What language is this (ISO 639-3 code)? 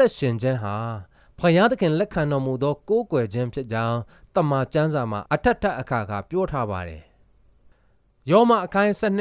mya